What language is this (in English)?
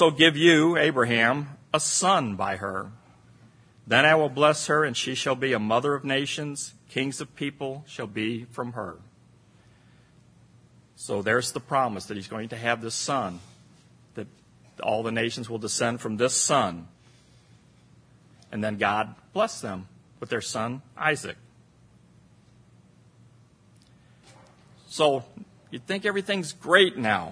English